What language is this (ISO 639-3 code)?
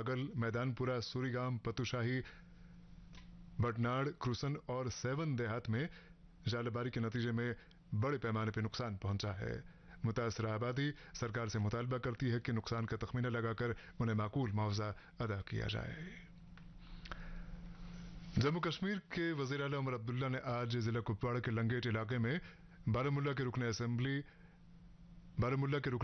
urd